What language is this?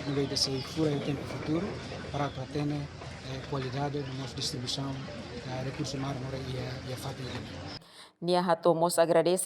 Tetum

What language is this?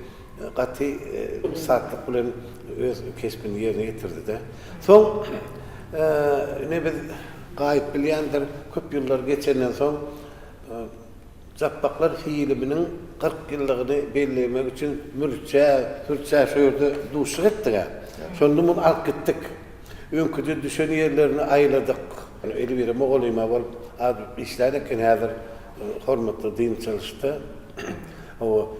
Turkmen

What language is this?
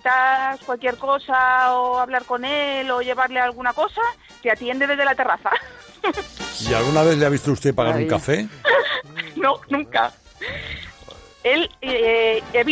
Spanish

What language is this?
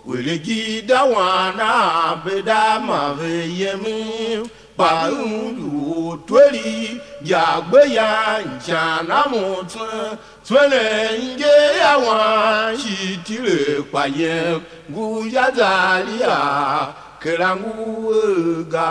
Tiv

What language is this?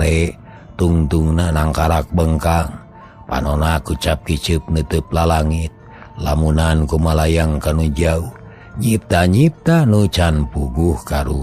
Sundanese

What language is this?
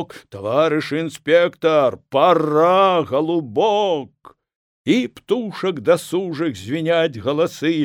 Belarusian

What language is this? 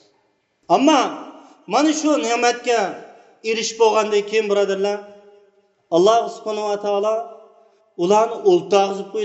Uyghur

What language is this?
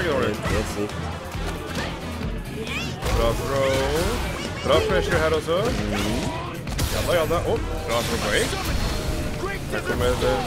Norwegian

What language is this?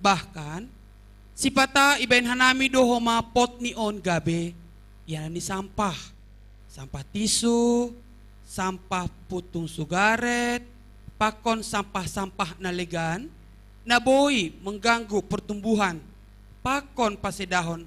Batak Simalungun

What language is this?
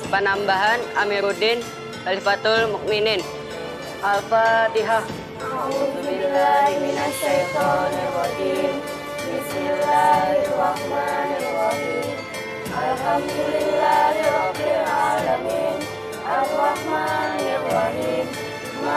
Banjar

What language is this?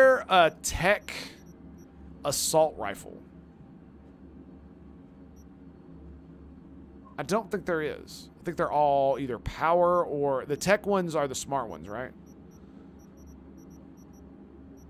English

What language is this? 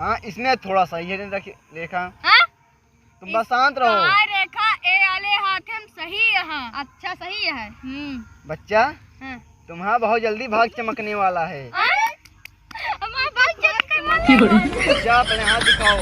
Awadhi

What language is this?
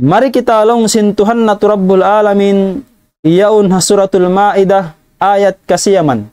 Tausug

